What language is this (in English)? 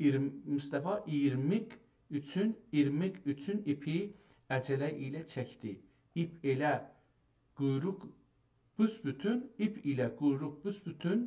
South Azerbaijani